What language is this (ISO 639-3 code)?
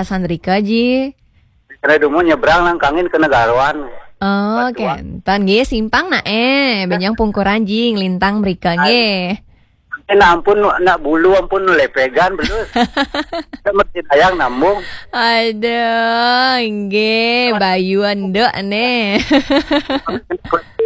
ban